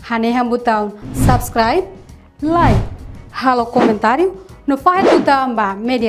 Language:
Tetum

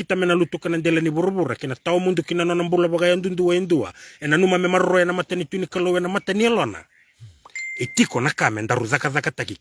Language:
Fijian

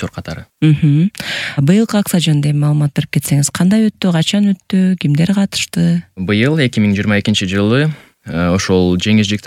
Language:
Kyrgyz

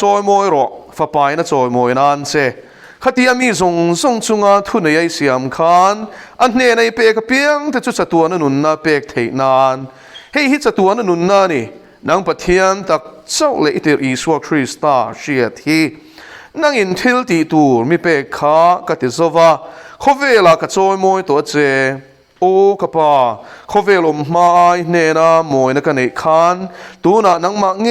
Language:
Mizo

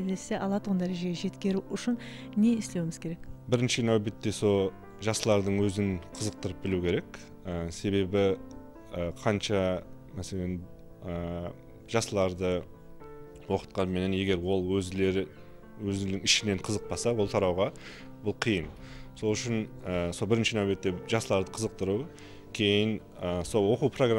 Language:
Kara-Kalpak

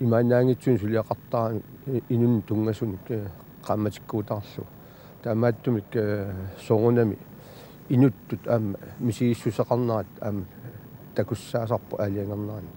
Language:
Kalaallisut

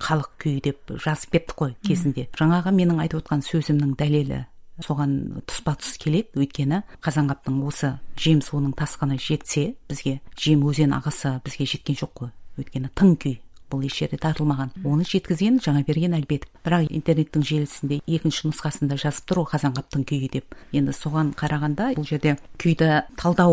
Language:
Kazakh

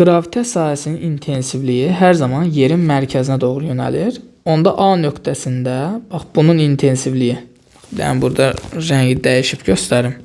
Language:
Azerbaijani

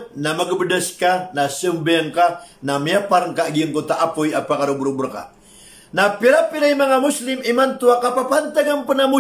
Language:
Maranao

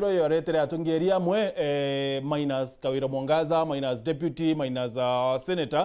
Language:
Meru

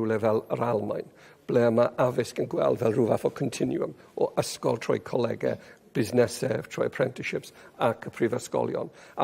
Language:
Welsh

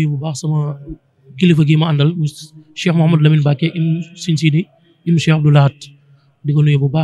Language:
Wolof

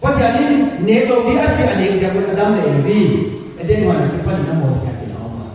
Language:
Paite Chin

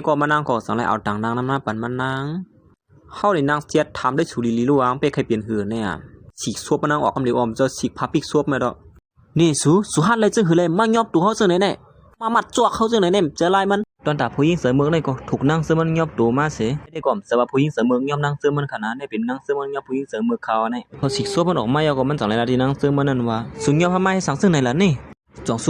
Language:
Shan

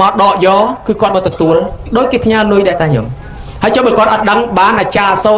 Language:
Khmer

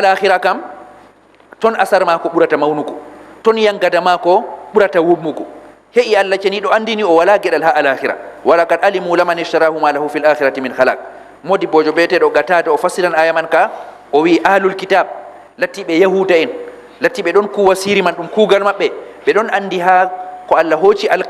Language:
Fula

